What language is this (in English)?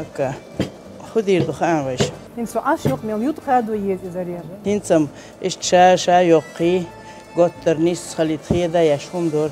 Chechen